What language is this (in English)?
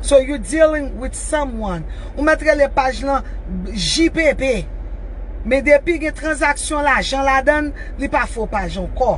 Haitian Creole